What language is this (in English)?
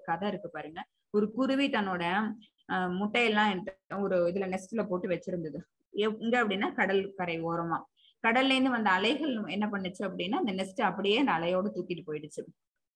Tamil